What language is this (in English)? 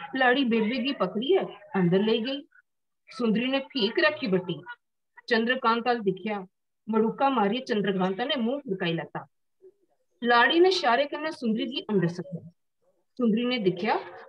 Dogri